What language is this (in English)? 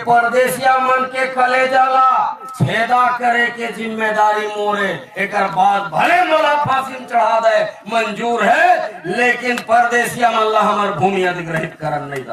Chhattisgarhi